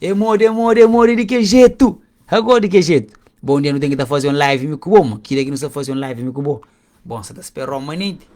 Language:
Kabuverdianu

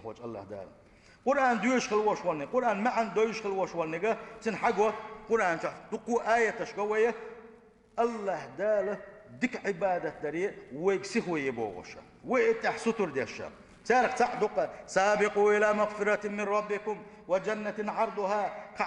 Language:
Chechen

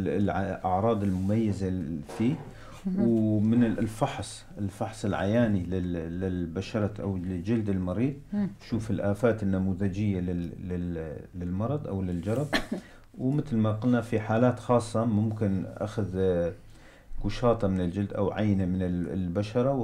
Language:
North Levantine Arabic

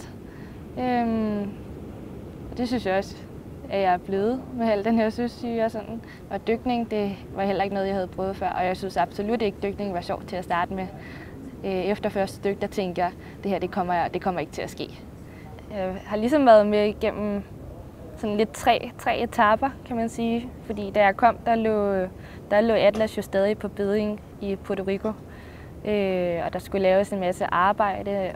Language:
Danish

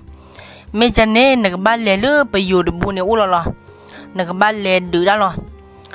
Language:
S'gaw Karen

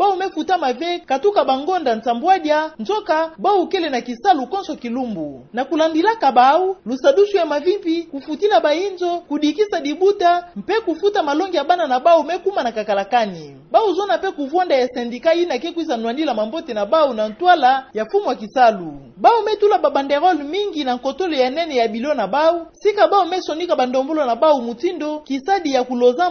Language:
Kituba (Democratic Republic of Congo)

